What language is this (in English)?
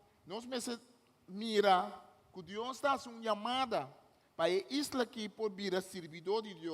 Papiamento